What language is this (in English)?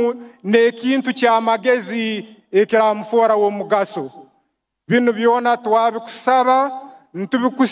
Nyankole